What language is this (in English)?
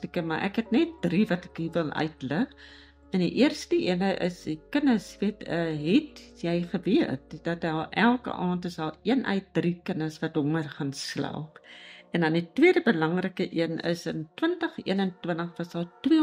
Afrikaans